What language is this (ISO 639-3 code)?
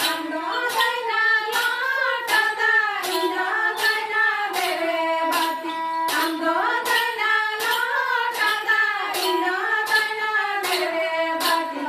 sat